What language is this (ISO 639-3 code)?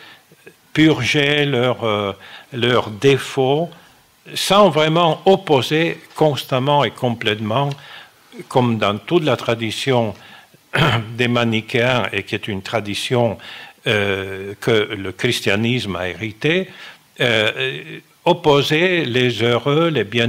fra